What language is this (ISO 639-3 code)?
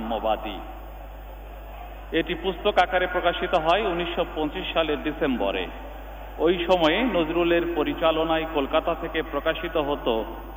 ben